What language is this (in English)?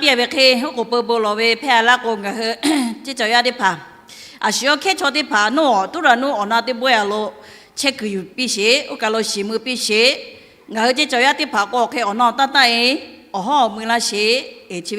Lahu